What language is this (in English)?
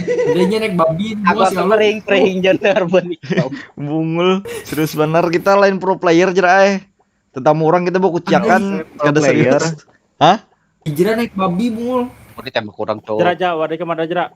Banjar